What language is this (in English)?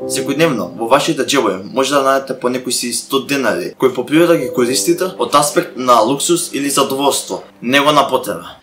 Macedonian